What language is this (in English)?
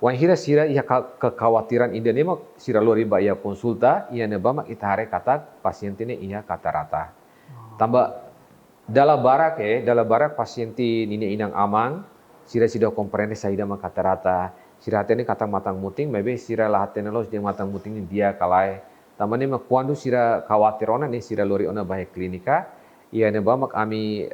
Tetum